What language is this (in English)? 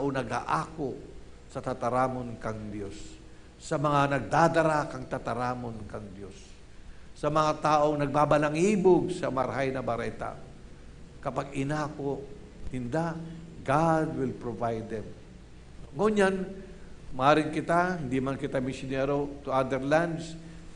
Bikol